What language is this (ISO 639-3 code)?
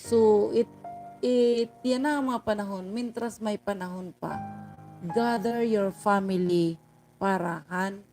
war